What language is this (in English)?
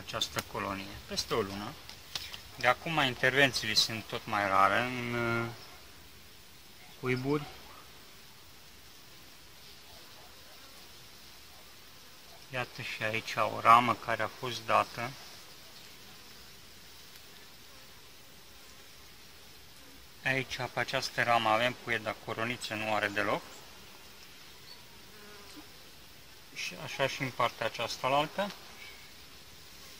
Romanian